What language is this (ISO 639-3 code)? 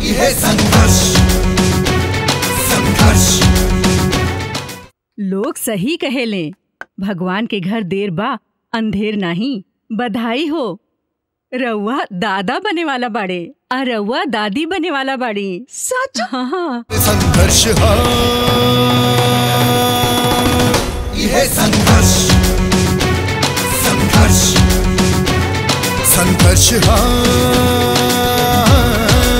bho